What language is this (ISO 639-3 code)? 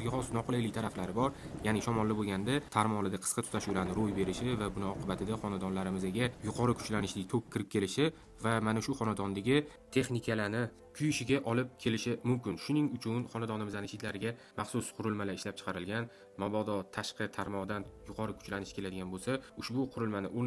uzb